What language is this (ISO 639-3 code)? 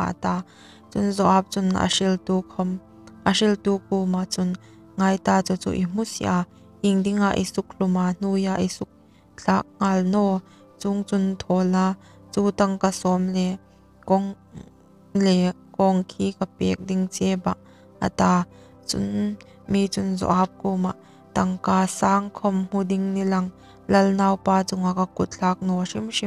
hmr